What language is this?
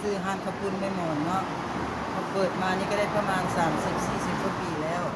Lao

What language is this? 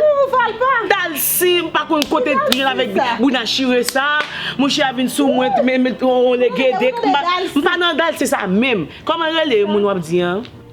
Haitian Creole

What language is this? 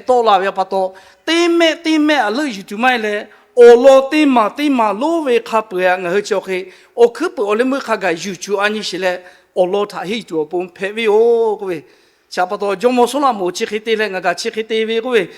Lahu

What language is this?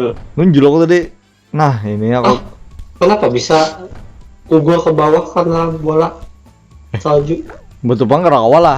Banjar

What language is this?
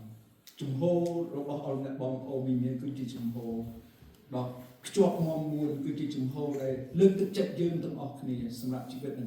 Khmer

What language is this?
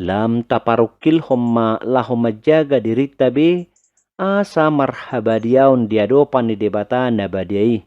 Batak Toba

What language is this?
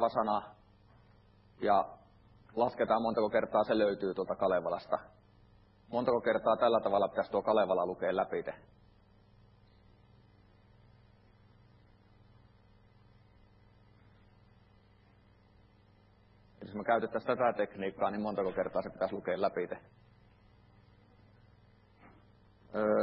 Finnish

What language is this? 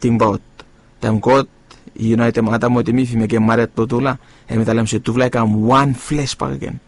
Bislama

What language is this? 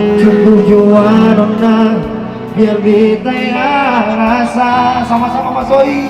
Ambonese Malay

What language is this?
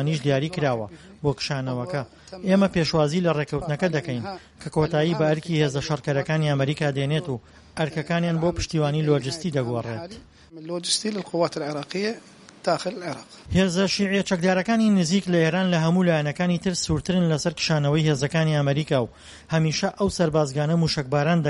Central Kurdish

